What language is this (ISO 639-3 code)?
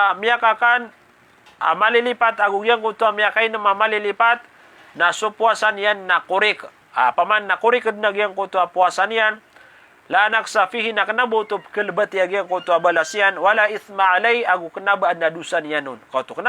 mrw